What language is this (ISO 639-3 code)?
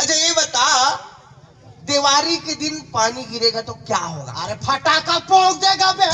hne